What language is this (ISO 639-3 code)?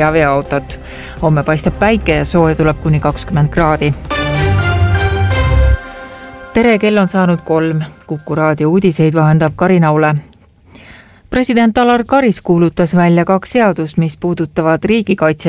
est